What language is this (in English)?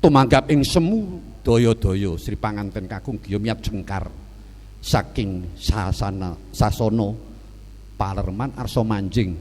Javanese